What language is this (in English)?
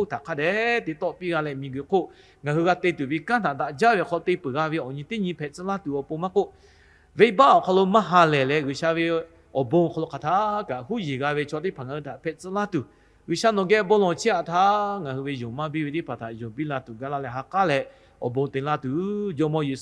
Lahu